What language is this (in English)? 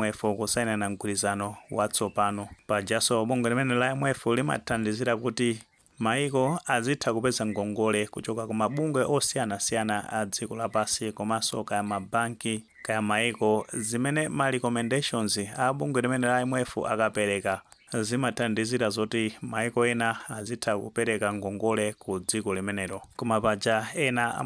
Nyanja